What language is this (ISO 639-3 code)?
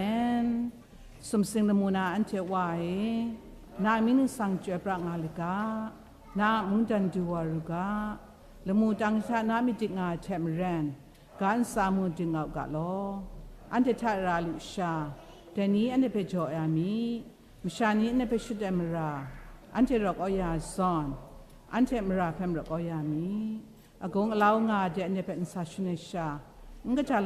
kac